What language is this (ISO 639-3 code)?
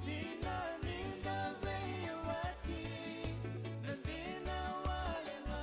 fij